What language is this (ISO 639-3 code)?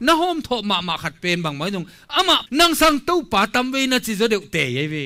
ctd